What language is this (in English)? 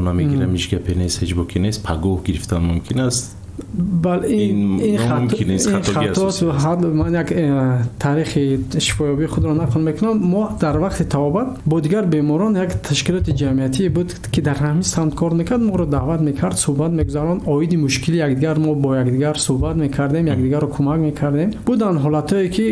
Tajik